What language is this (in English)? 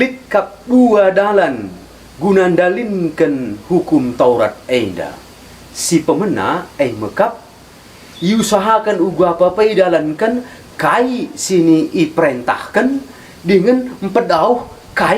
Batak Karo